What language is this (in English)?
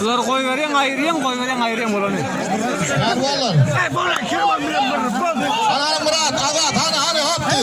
Turkmen